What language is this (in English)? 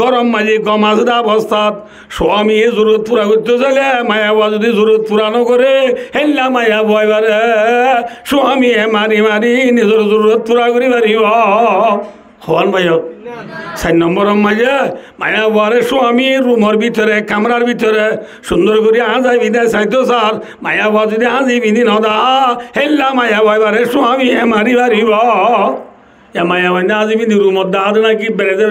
Rohingya